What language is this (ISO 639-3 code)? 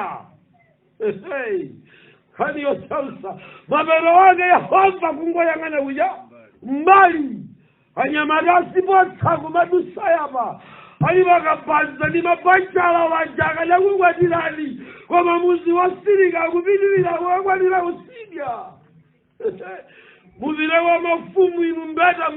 nya